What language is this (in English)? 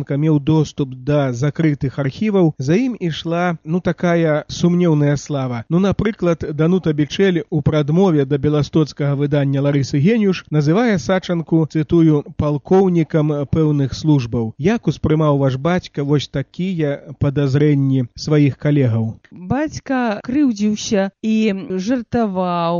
Belarusian